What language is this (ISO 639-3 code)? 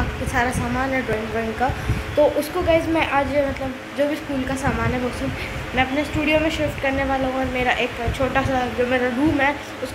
hin